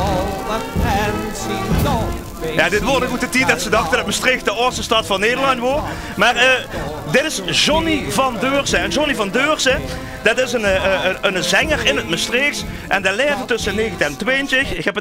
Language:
Limburgish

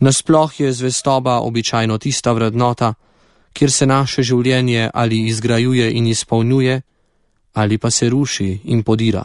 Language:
Slovenian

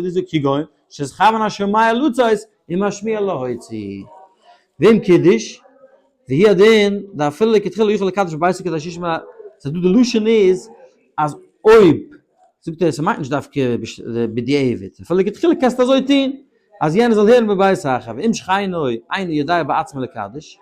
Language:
Yiddish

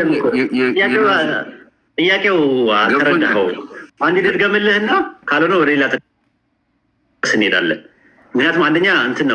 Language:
Amharic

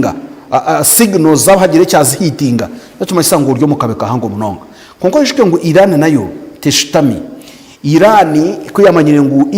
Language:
Nyankole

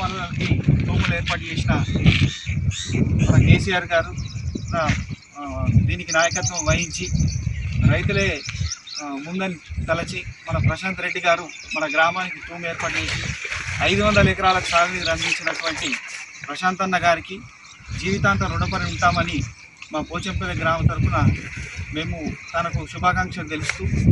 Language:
Telugu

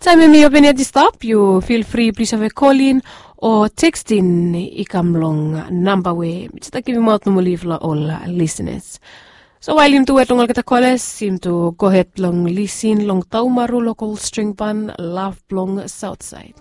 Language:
Bislama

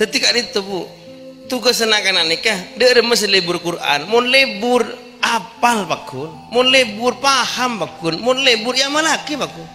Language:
Madurese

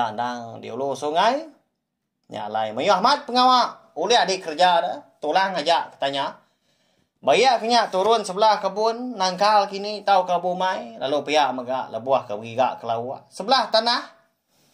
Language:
Iban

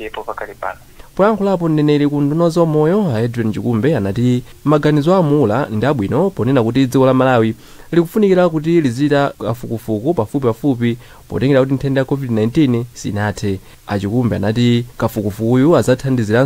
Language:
Nyanja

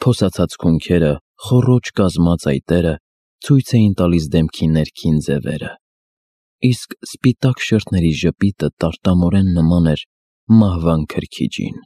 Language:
Armenian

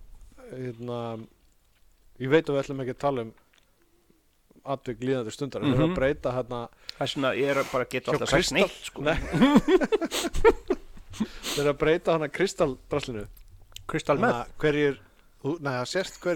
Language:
Icelandic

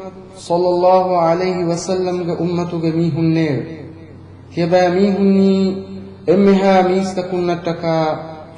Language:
Divehi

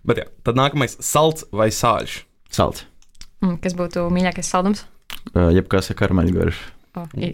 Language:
Latvian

